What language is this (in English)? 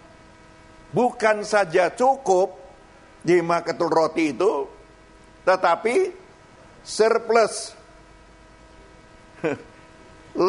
Indonesian